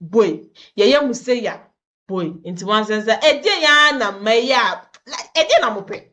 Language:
Akan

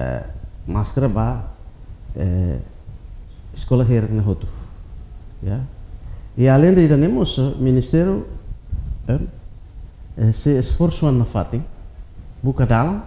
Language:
Tetum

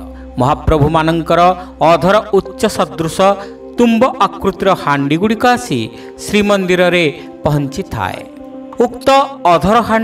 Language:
Odia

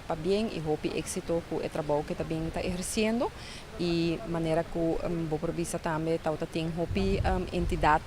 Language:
Papiamento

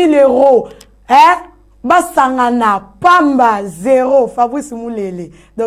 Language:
Lingala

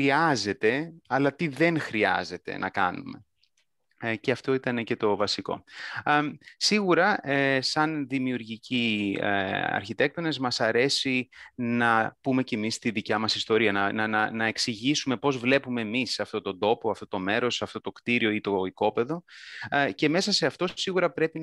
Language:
Greek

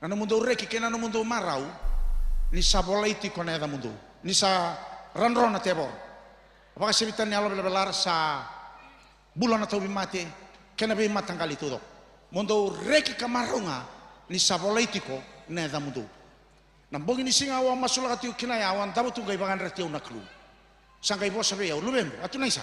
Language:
Fijian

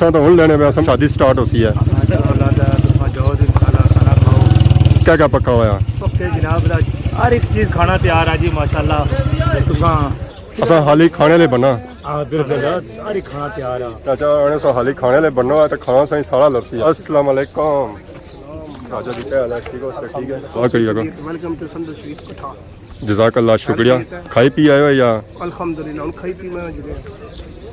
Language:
Pahari-Potwari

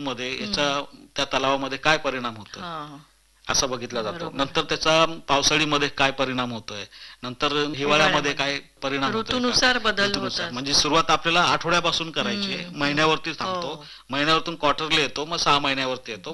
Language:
Marathi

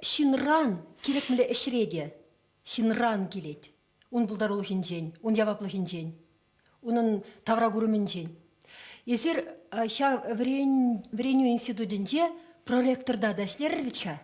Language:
Chuvash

